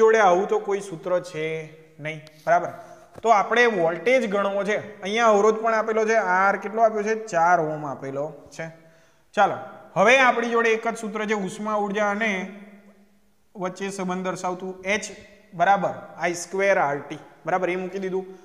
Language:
Gujarati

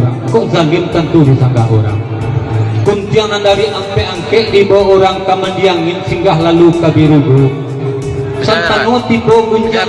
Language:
Minangkabau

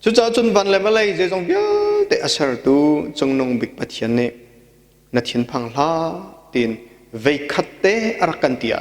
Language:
Hakha Chin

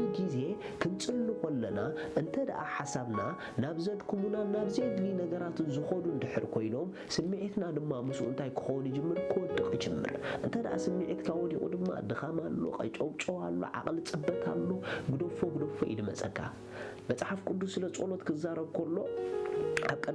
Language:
Tigrinya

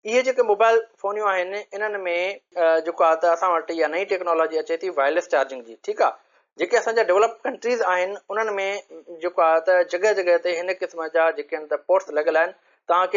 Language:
Sindhi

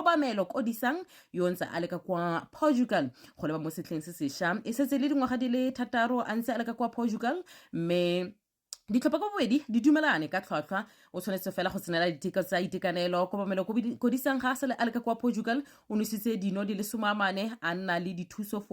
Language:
Tswana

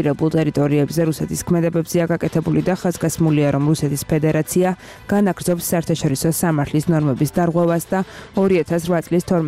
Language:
Georgian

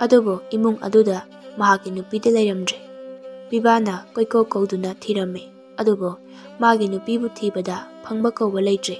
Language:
Manipuri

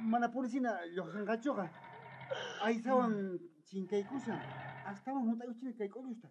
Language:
South Bolivian Quechua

